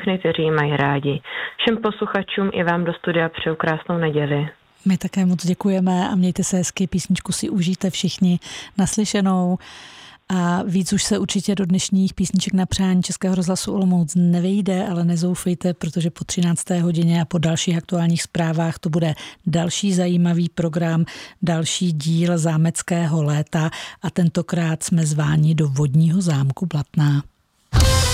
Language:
Czech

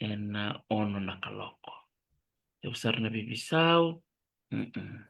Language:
Fijian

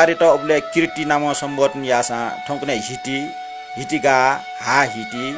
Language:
Newari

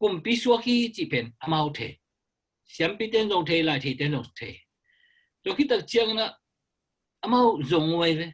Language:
Tedim Chin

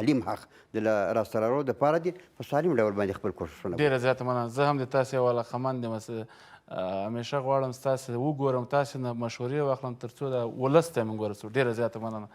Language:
Pashto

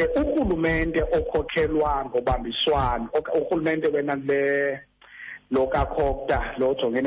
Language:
Xhosa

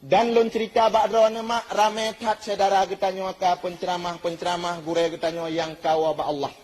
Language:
Achinese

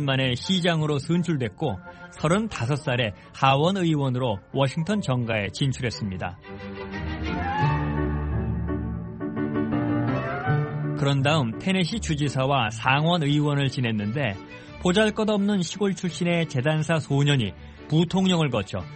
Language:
Korean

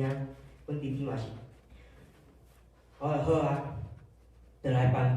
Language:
Min Nan Chinese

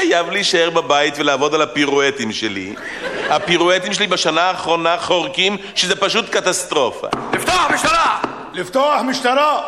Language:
Hebrew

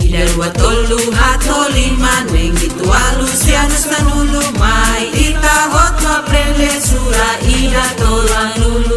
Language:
Tetum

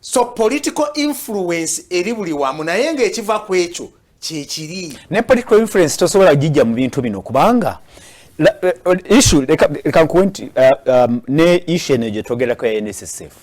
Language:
Ganda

